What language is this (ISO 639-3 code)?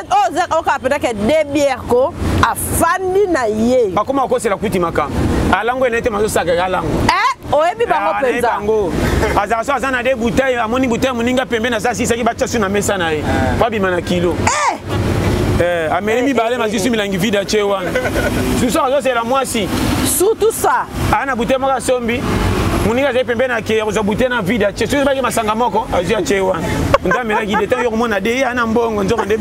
lin